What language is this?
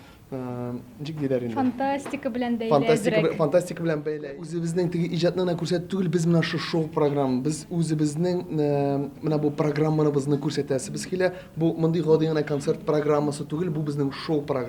Tatar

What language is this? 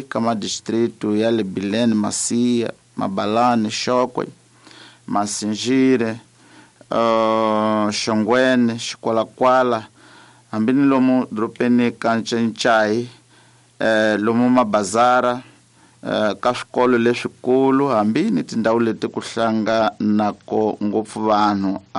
Tsonga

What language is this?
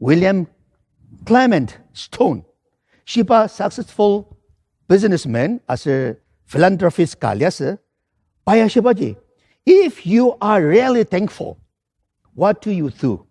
Ao Naga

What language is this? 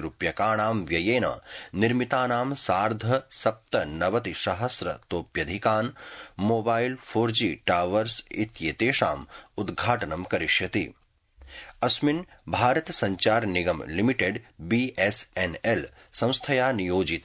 Sanskrit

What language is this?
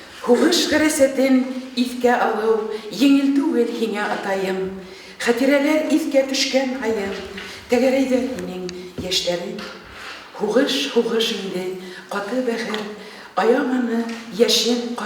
Bashkir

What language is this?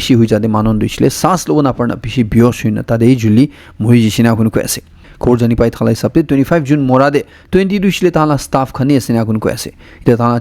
Naga Pidgin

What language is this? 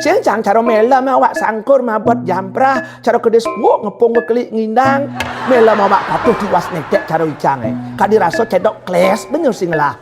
Balinese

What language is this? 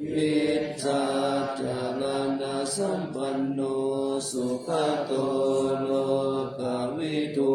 Pali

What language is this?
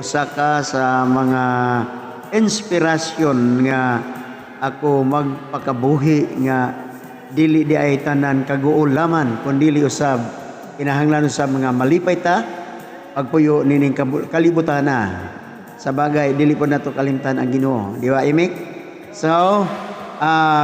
Cebuano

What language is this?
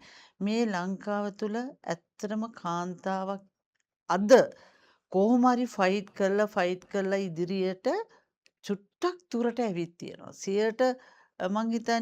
Sinhala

